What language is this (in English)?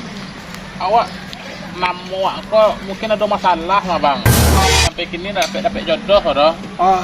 Minangkabau